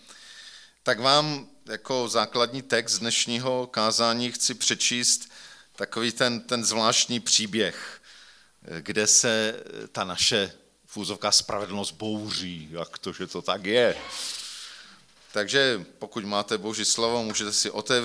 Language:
Czech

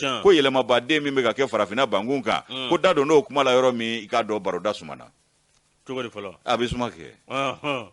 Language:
Bambara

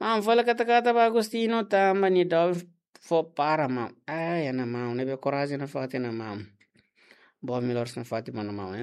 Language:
Tetum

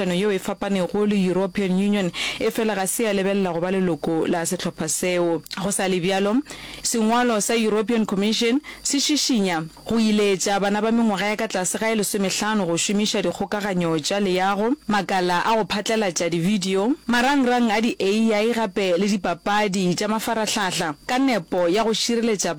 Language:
Northern Sotho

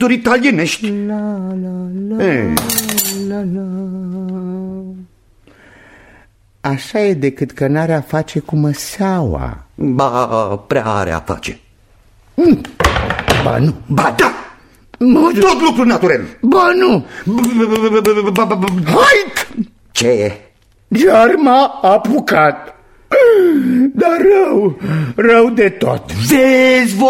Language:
Romanian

